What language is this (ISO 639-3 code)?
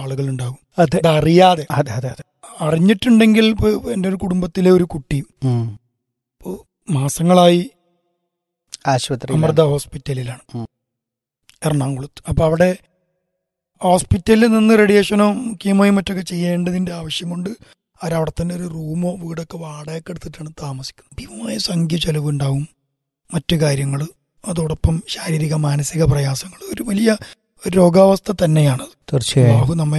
mal